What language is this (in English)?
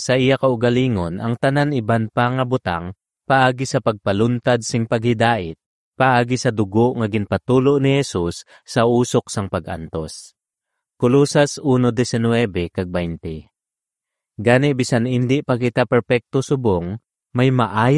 Hiligaynon